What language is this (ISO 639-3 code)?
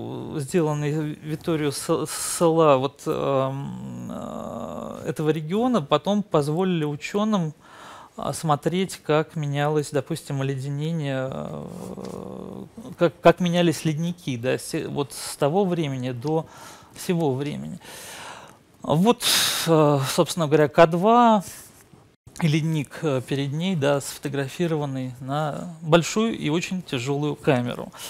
rus